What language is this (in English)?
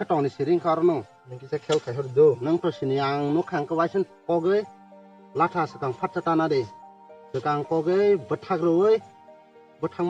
Kok Borok